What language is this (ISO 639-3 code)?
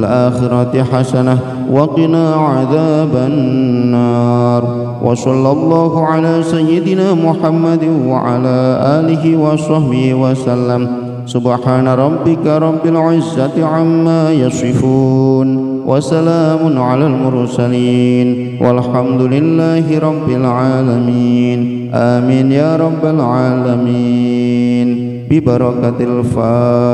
ara